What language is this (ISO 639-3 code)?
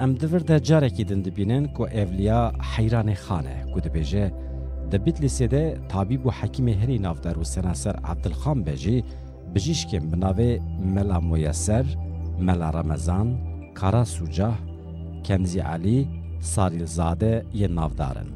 kur